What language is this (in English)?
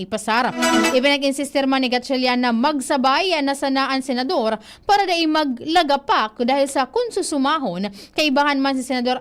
Bikol